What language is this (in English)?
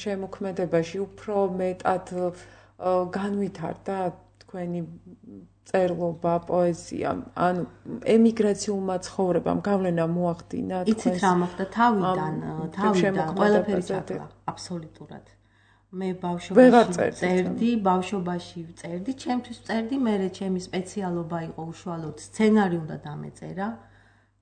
Georgian